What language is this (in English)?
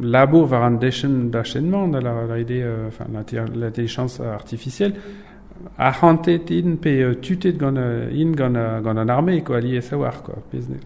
Breton